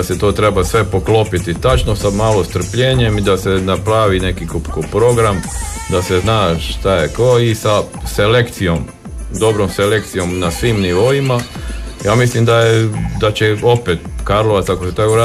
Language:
Croatian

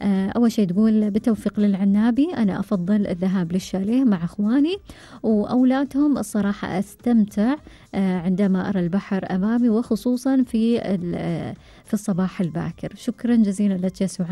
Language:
Gulf Arabic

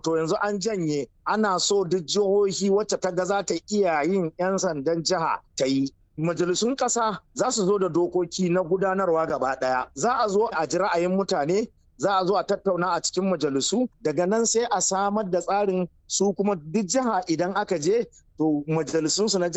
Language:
Hausa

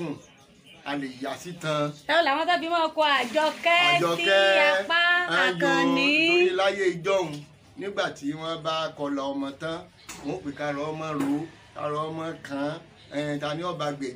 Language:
Yoruba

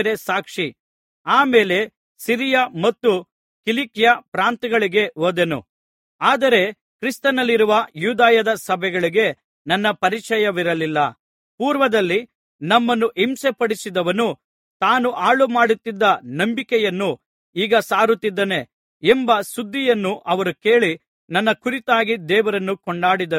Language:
Kannada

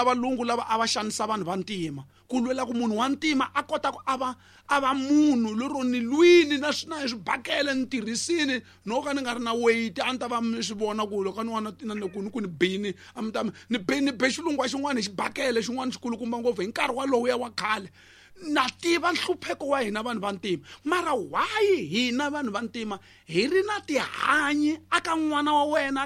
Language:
Tsonga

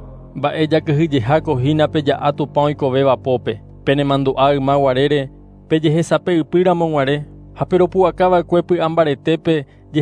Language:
Guarani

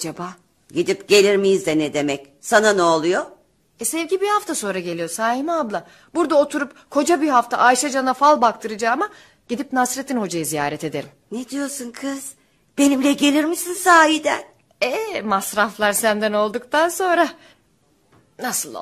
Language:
Turkish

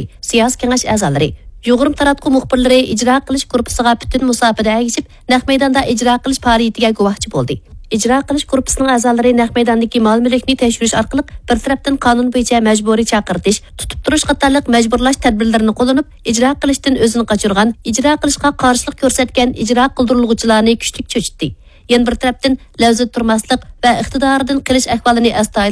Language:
Uyghur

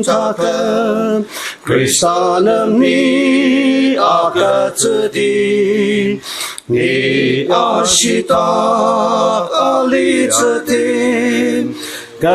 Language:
Ao Naga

